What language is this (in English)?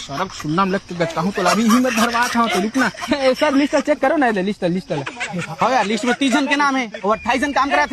Chhattisgarhi